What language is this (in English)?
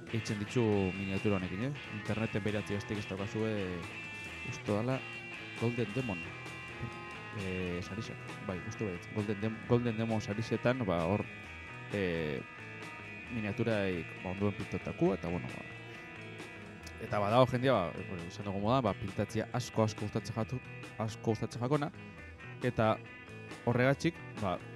Basque